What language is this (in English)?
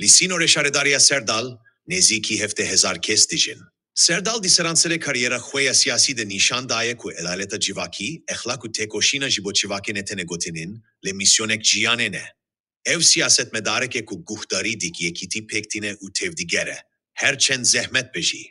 Kurdish